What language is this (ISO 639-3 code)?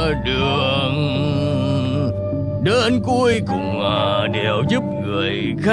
vie